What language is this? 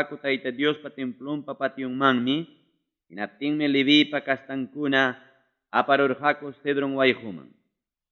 Ayacucho Quechua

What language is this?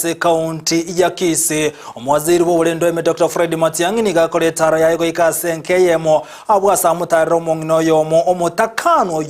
Gusii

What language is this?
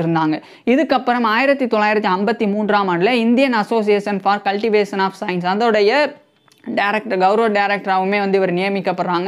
Tamil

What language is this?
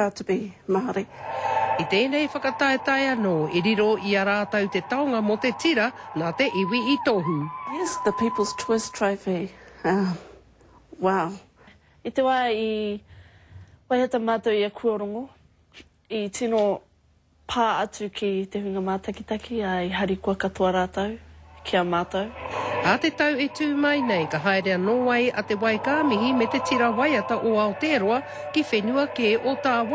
Māori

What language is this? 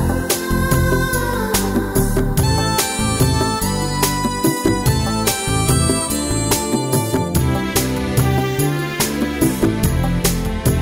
Malayalam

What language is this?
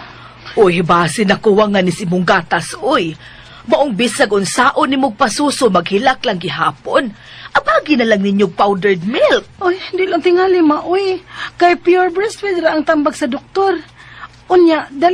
Cebuano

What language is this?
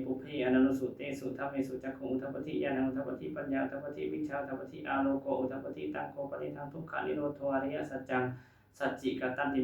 Pali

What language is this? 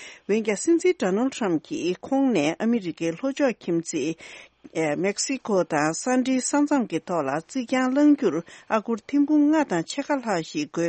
Tibetan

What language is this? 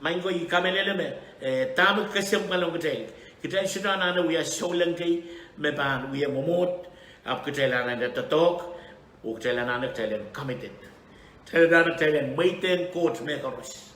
Pohnpeian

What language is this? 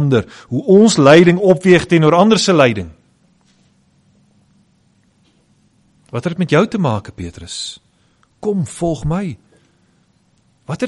Afrikaans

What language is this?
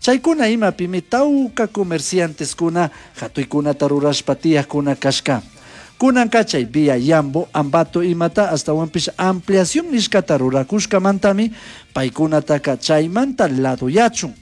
Chimborazo Highland Quichua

